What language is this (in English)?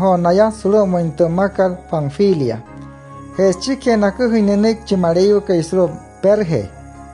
Wayuu